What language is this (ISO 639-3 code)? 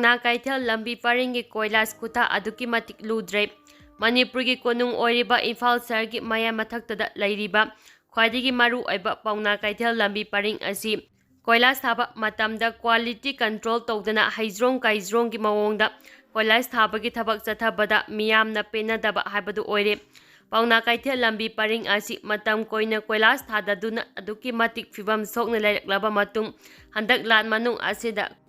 mni